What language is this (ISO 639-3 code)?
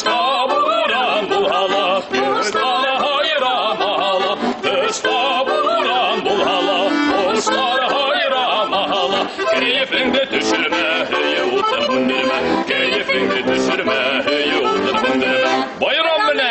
bak